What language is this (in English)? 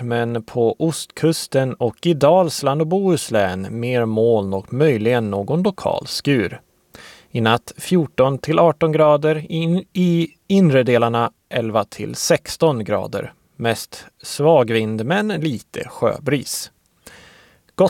Swedish